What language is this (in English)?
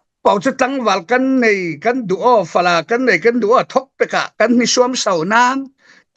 Falam Chin